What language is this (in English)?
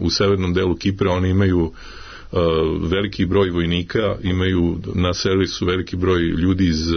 Serbian